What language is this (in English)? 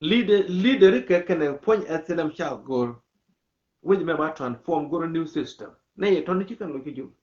Nuer